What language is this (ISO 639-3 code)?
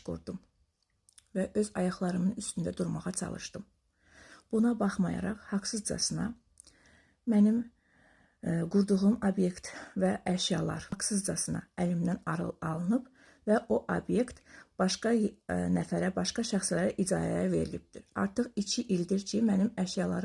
aze